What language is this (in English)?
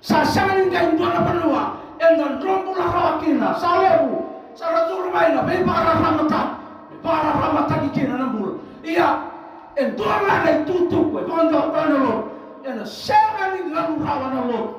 Fijian